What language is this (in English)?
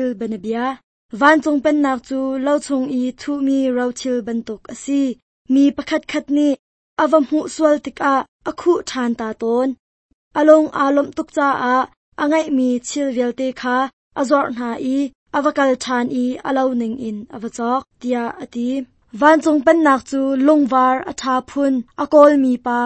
Hakha Chin